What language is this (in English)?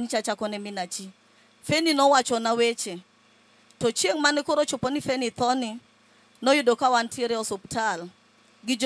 Luo (Kenya and Tanzania)